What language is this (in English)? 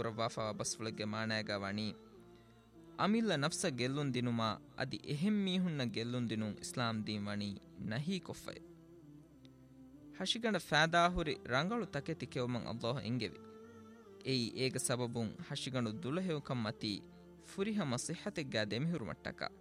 Divehi